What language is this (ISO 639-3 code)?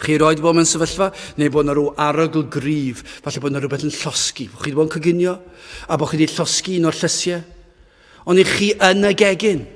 cym